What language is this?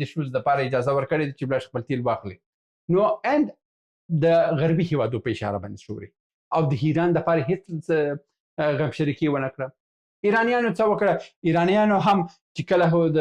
Pashto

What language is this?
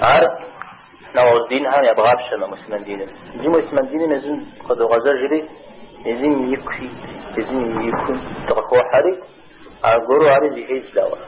Kabardian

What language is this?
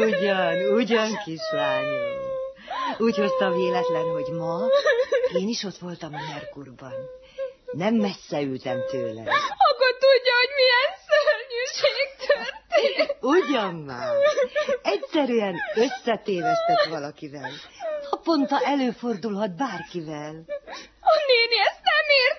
Hungarian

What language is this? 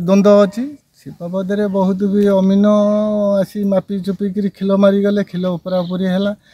Odia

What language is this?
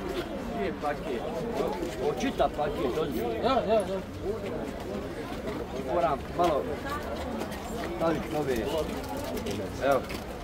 Bosnian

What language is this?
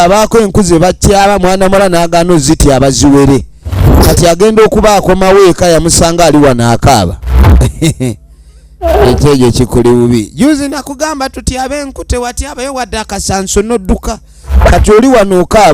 Ganda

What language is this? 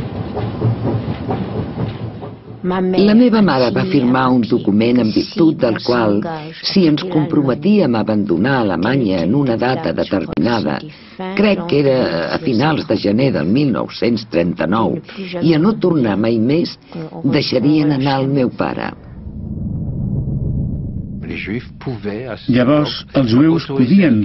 Catalan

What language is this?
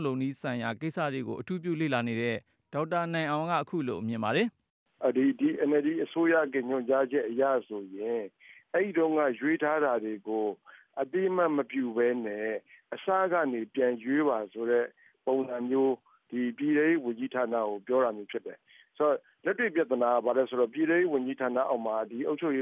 Burmese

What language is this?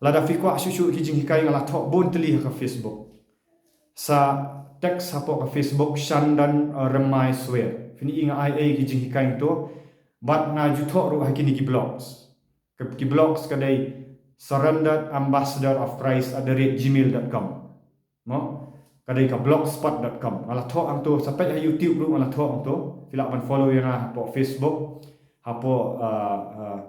Khasi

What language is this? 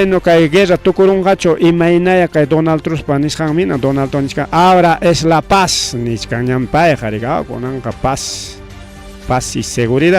Ayacucho Quechua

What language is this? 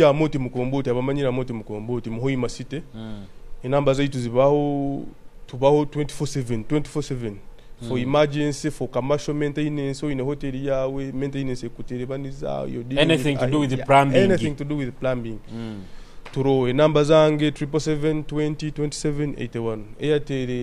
Nyoro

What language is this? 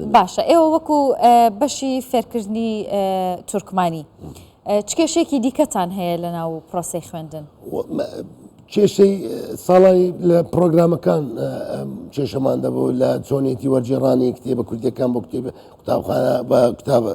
Central Kurdish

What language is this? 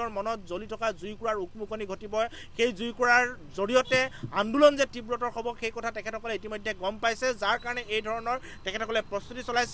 Assamese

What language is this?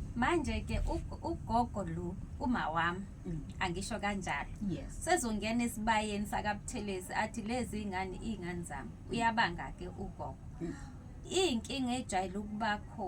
Zulu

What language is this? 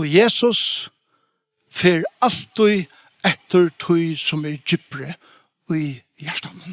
Faroese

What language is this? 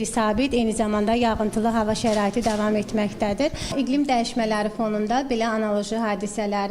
Azerbaijani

